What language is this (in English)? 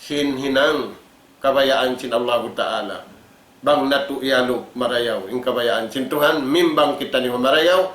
Tausug